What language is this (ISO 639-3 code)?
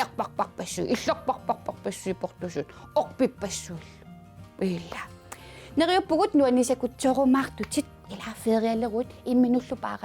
kal